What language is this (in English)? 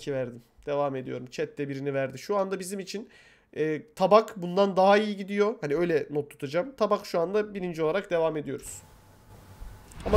Turkish